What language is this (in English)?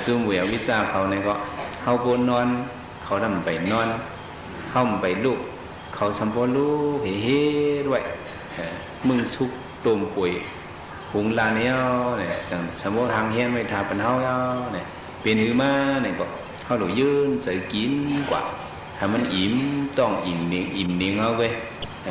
Shan